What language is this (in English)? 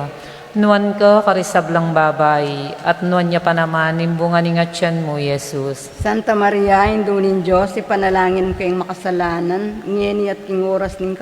Pampanga